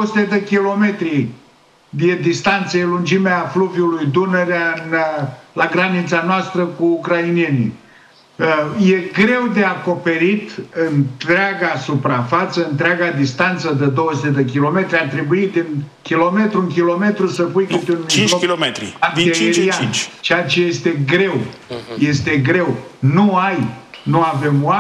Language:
Romanian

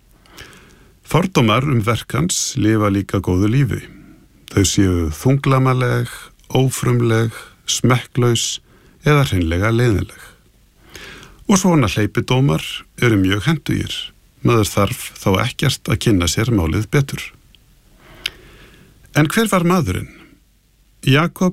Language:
Icelandic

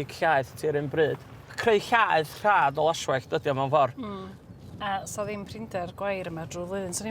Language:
Welsh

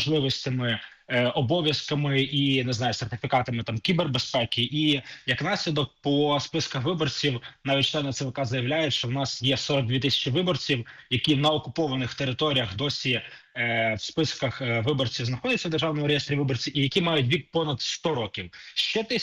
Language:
Ukrainian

